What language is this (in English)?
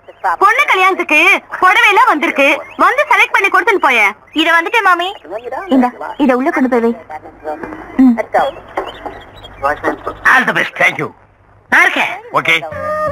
Tamil